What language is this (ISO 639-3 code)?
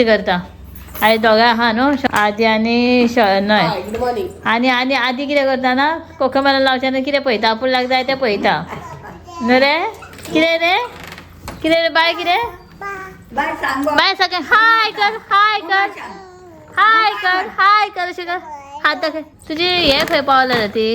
kok